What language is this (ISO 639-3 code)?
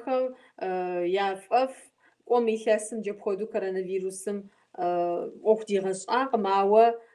kbd